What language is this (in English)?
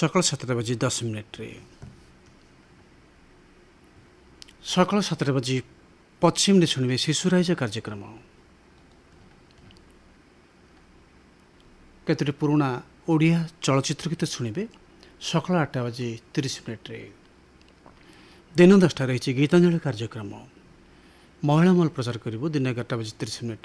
Odia